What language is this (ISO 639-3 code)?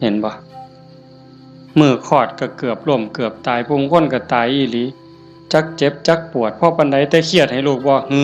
tts